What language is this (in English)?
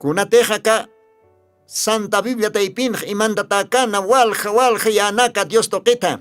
Aymara